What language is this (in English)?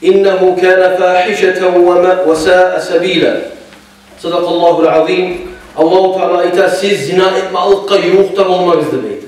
Kumyk